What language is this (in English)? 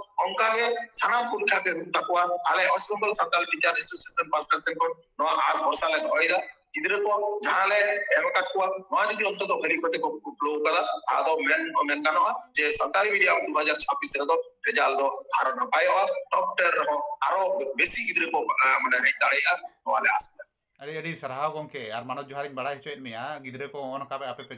Santali